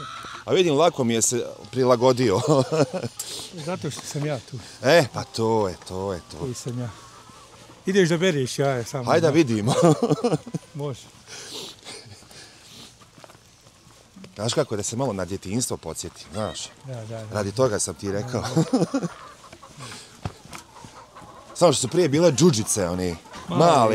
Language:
Bosnian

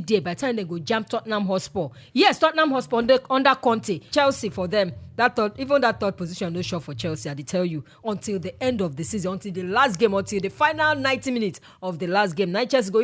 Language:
Nigerian Pidgin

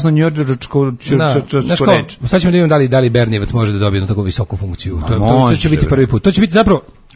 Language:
Serbian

